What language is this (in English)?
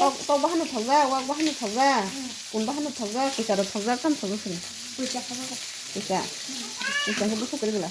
Kok Borok